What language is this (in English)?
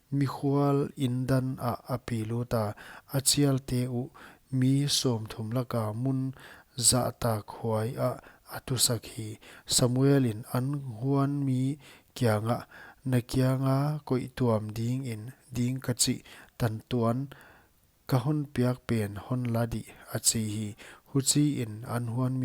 Paite Chin